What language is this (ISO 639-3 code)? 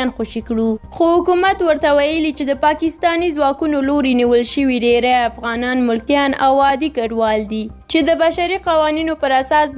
pus